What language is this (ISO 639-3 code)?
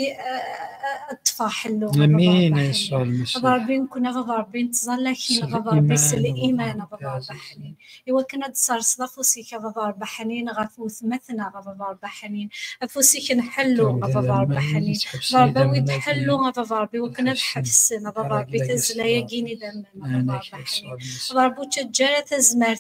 kab